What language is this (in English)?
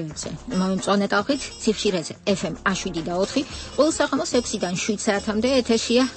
Georgian